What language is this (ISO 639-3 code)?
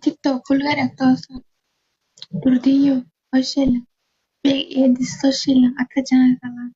tuk